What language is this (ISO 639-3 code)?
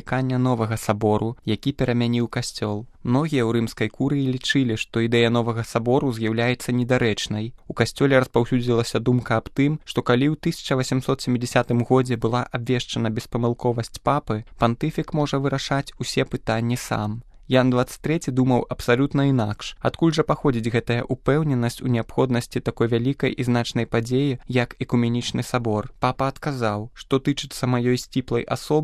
bel